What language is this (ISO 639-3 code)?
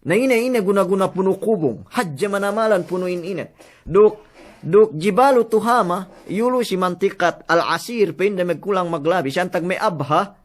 yka